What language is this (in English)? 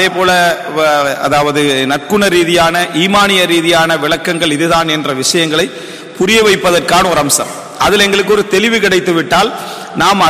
Tamil